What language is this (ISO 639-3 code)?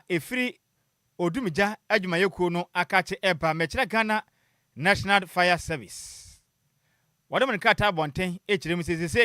aka